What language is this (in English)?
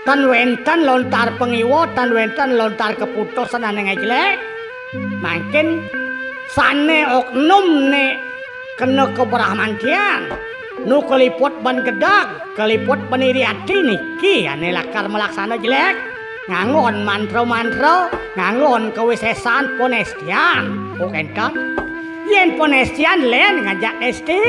Balinese